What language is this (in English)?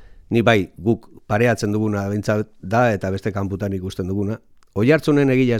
Basque